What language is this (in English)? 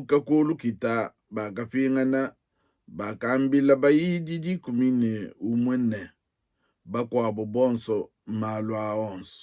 Luba-Lulua